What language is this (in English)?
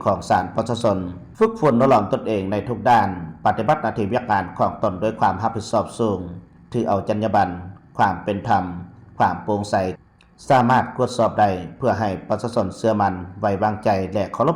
Lao